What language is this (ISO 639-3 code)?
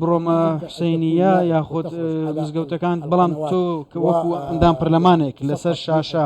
ckb